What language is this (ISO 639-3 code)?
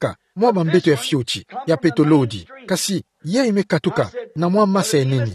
ktu